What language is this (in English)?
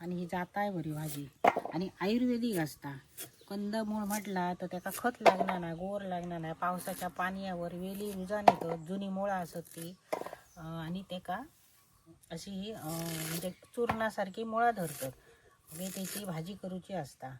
Konkani